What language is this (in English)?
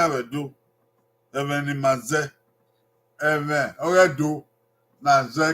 Bini